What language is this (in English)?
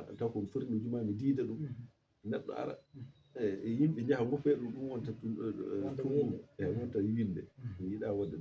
Fula